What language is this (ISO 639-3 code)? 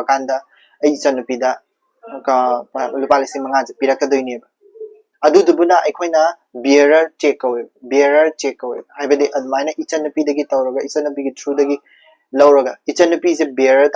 mni